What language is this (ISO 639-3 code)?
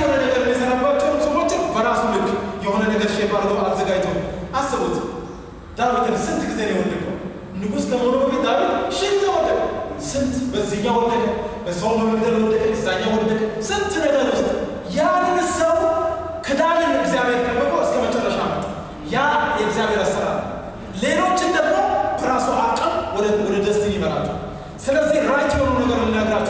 amh